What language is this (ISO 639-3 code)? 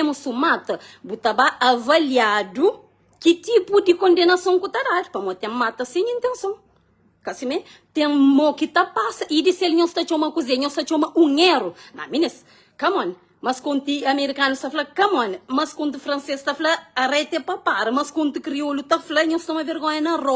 kea